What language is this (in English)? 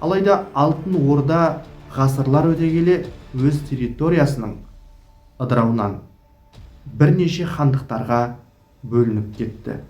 Kazakh